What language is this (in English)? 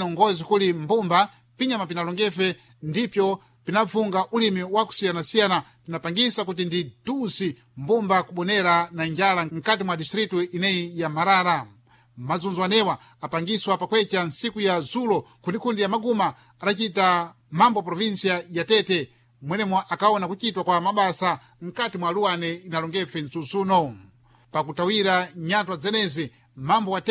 Sena